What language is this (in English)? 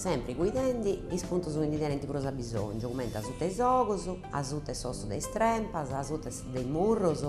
Sardinian